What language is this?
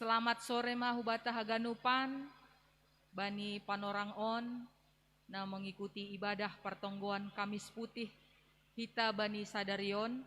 Batak Simalungun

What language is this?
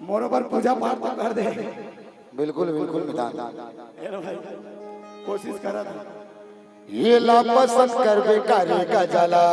Chhattisgarhi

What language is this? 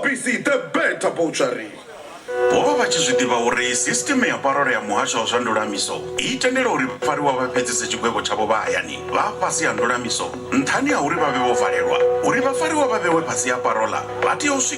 Venda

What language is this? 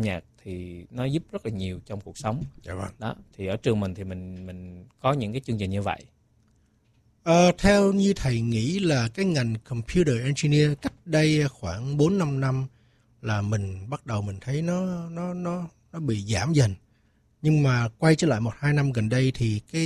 Vietnamese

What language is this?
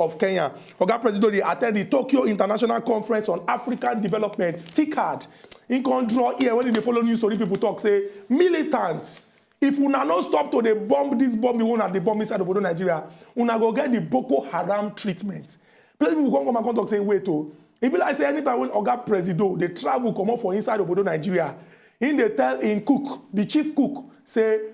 Nigerian Pidgin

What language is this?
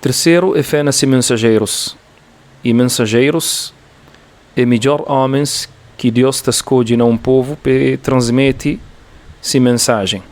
Kabuverdianu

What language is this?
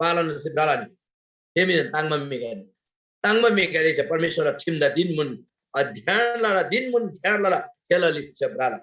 Eastern Tamang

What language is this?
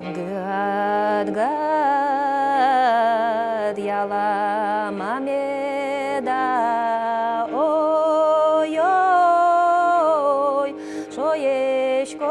Udmurt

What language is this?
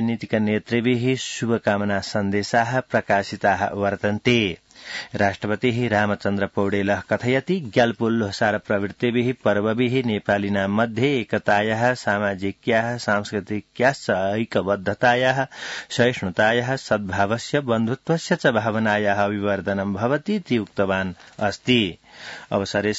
Sanskrit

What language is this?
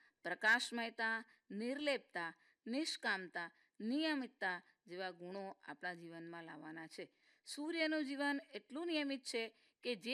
Gujarati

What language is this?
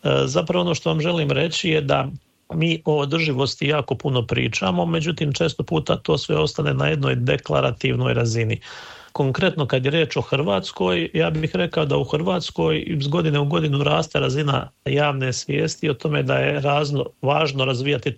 Croatian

